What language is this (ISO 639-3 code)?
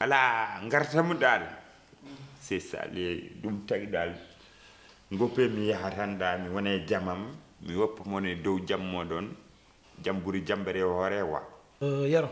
ful